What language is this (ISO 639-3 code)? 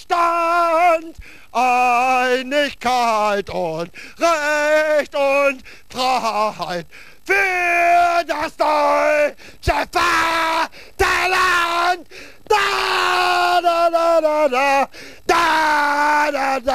deu